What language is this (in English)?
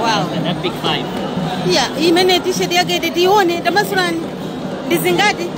Nyanja